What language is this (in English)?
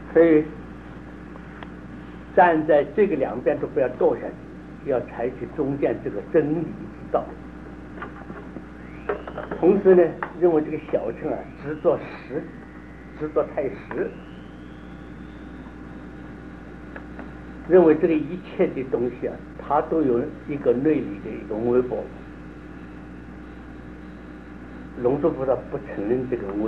Chinese